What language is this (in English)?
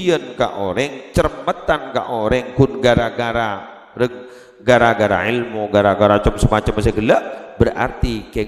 Madurese